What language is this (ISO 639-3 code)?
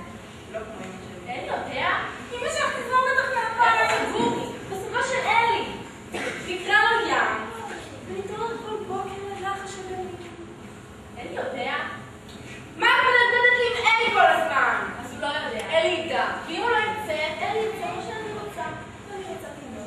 heb